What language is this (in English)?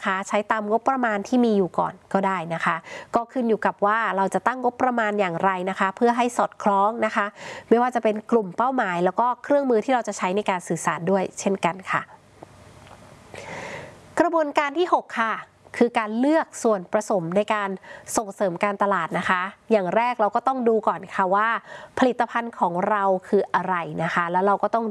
Thai